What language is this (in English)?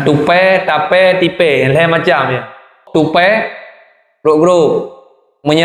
Achinese